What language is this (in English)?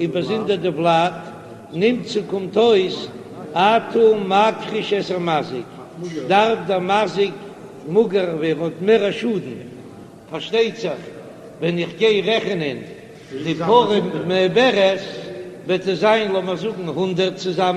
Yiddish